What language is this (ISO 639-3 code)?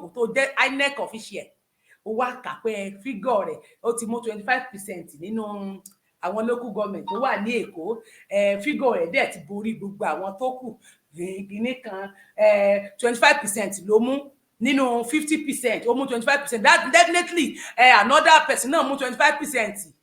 yor